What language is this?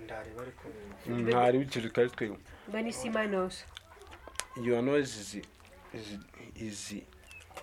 Kinyarwanda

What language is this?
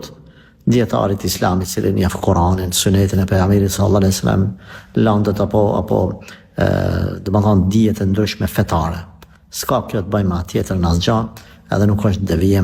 Albanian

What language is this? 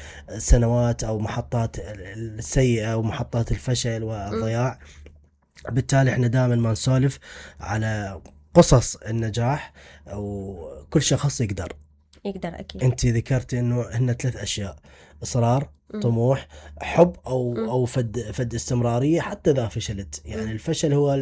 Mesopotamian Arabic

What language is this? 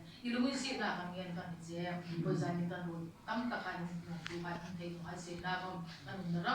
Hmar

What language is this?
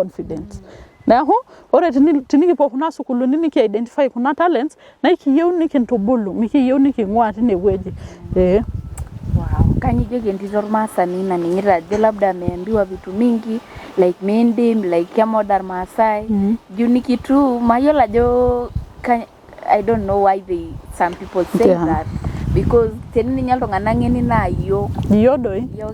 Masai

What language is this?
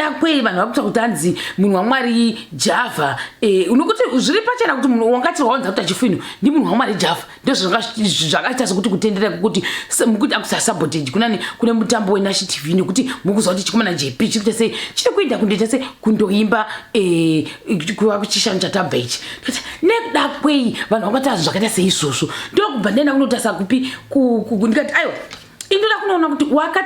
Shona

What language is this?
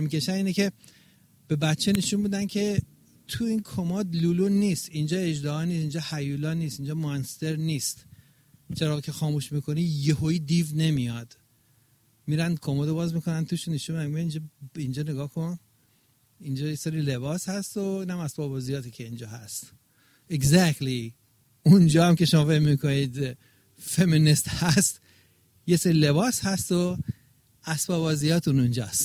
Persian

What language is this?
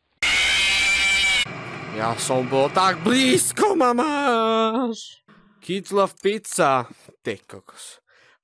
Slovak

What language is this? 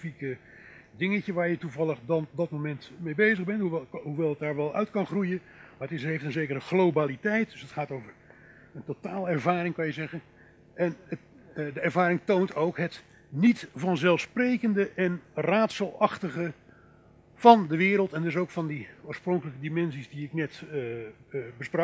Dutch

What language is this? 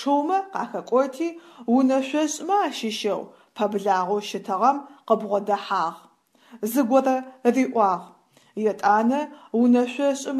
Adyghe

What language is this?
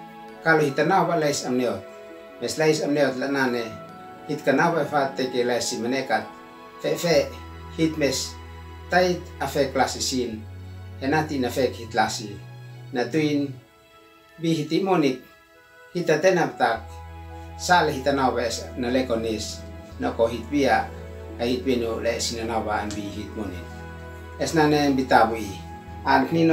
Uab Meto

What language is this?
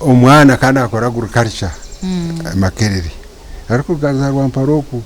Nyankole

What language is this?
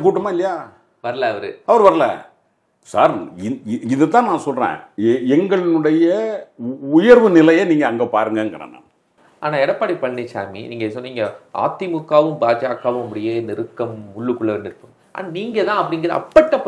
Tamil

